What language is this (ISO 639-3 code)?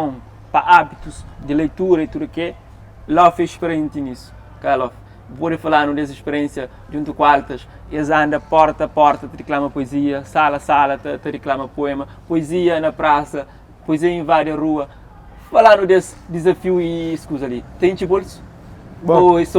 kea